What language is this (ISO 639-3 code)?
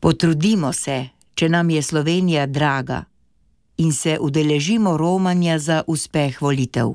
slv